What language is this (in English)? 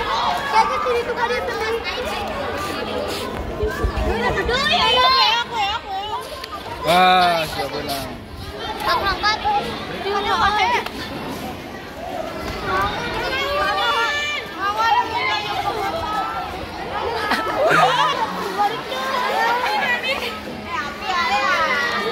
Indonesian